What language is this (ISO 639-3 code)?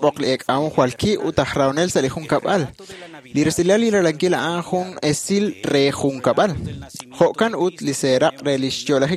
kek